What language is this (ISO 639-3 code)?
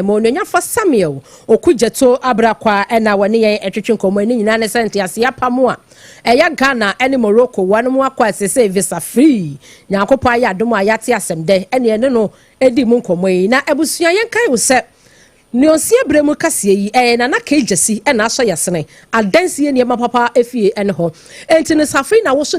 aka